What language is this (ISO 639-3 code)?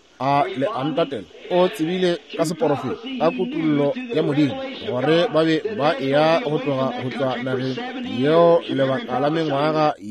nso